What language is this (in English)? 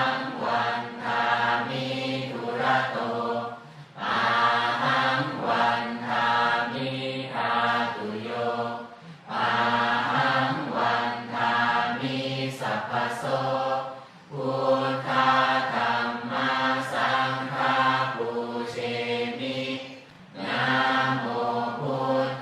Pali